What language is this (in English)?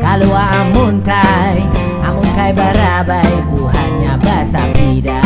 Banjar